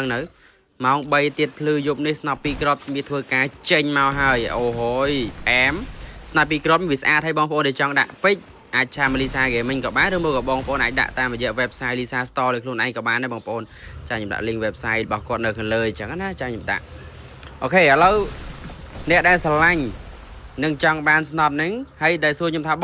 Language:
Khmer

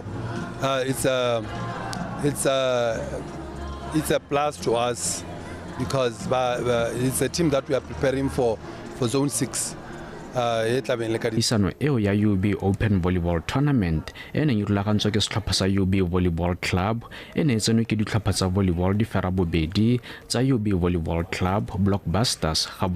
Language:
Tswana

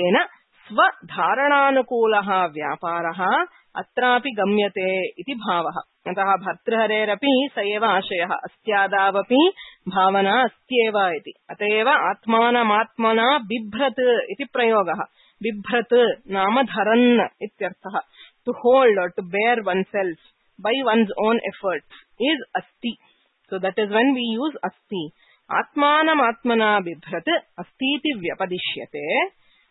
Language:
Sanskrit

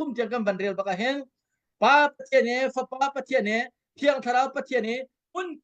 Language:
Hakha Chin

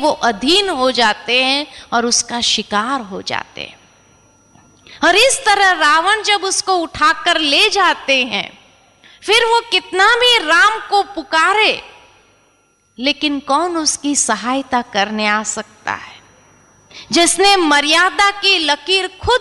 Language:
Hindi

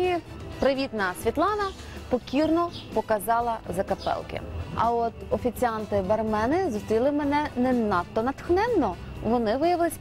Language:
Ukrainian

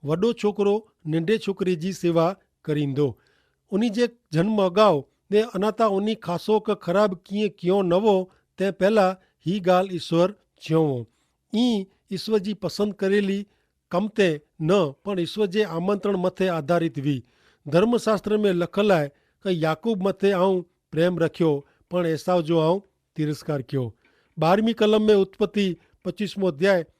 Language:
Kachhi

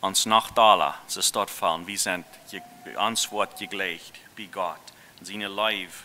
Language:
Plautdietsch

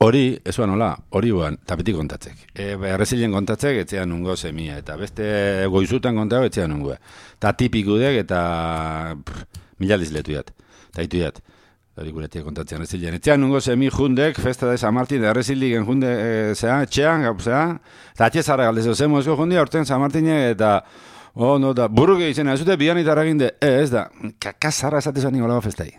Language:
Basque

